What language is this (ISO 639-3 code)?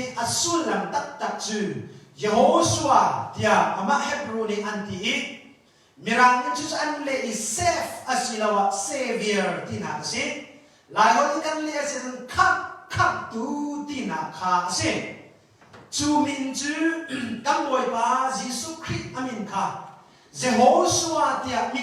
cnh